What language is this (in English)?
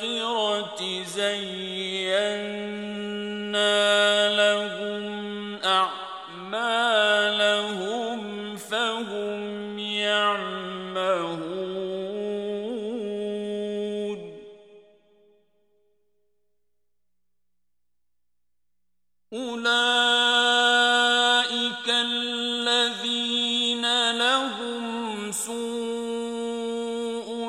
Arabic